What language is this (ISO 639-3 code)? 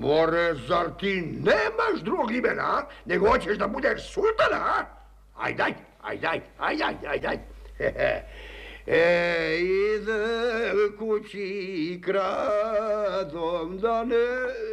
srp